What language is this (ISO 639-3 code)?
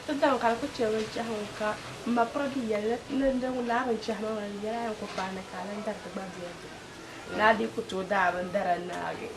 dag